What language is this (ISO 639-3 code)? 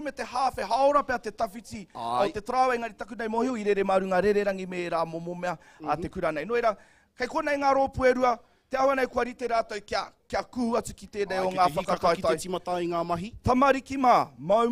mri